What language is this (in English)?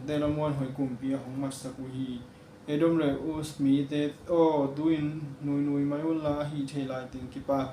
Tedim Chin